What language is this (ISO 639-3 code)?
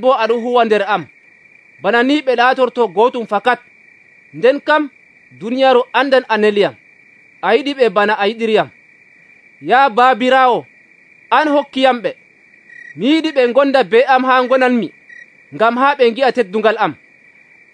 fuv